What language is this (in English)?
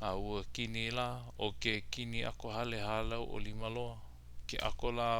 Hawaiian